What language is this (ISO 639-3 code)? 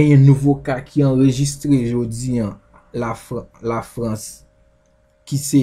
hat